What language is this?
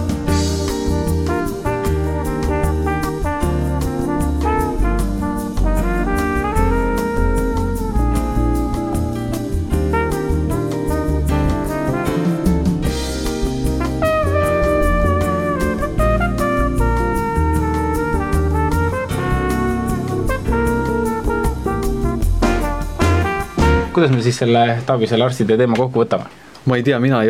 Estonian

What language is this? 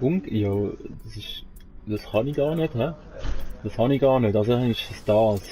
Swiss German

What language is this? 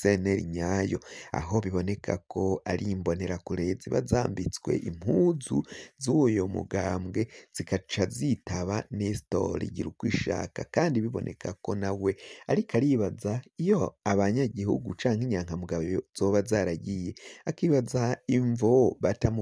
Rundi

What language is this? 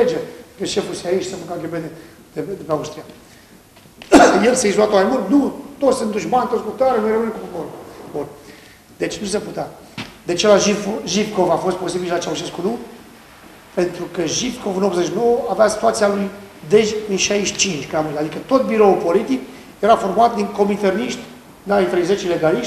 Romanian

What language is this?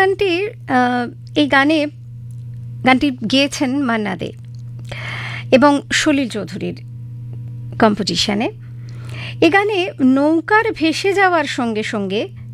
Bangla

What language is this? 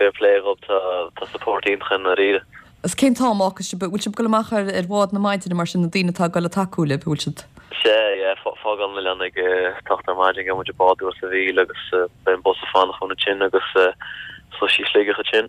Irish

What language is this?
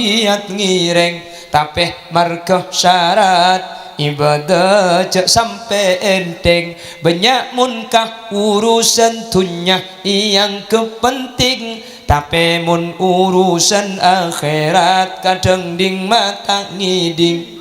Madurese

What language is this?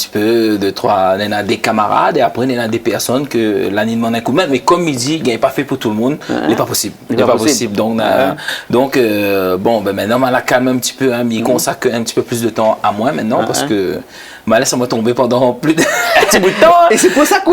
Réunion Creole French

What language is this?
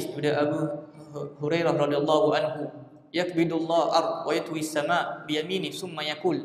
Malay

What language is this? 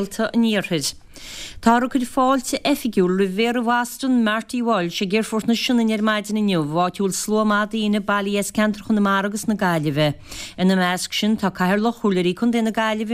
Irish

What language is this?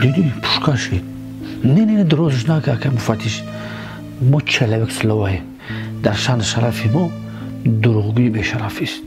Tajik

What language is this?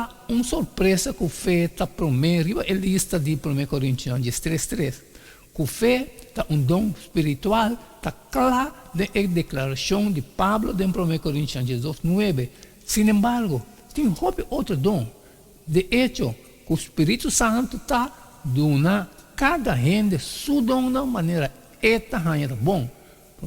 Papiamento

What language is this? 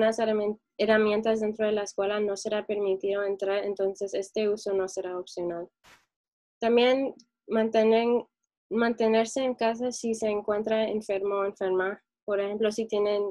Spanish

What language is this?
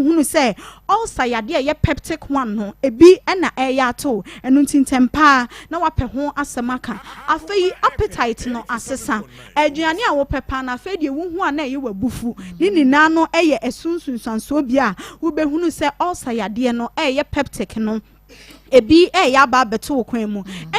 Akan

